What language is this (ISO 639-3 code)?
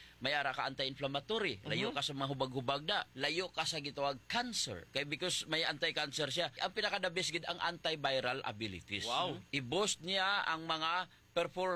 hil